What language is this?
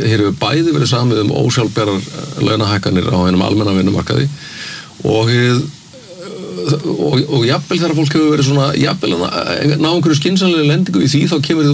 Icelandic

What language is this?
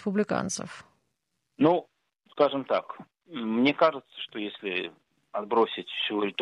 Russian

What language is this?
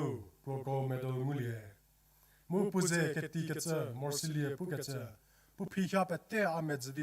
Angami Naga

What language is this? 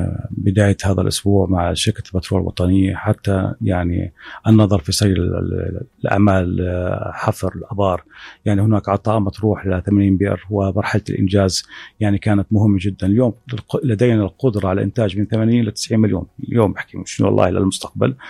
North Levantine Arabic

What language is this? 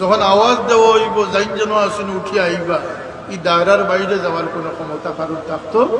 Sylheti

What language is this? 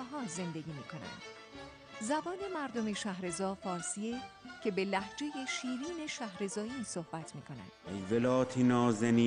Persian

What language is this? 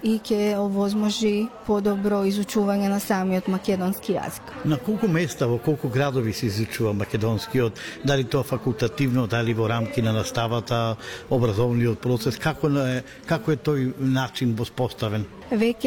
Macedonian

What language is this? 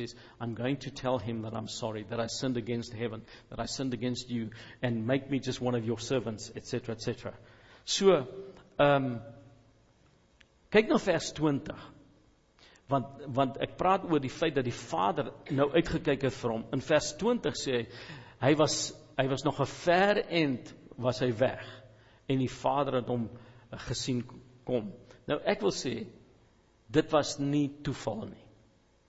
Afrikaans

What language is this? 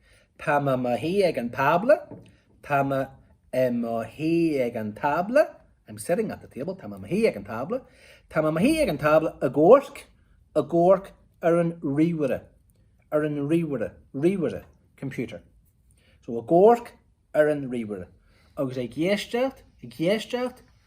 Irish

